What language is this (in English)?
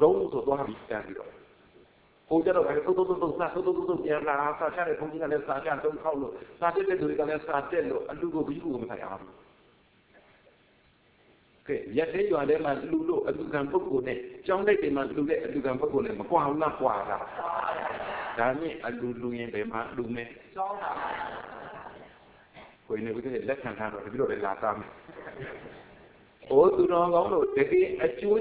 Burmese